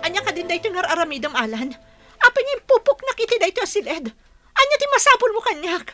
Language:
Iloko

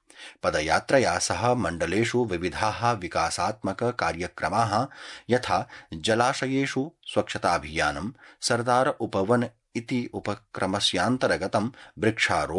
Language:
Sanskrit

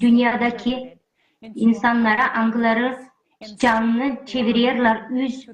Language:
Gagauz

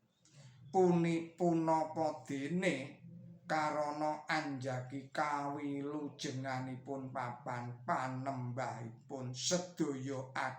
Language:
Javanese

